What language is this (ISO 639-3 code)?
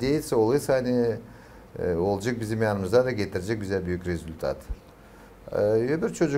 gag